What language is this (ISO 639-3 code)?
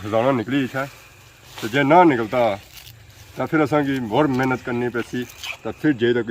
phr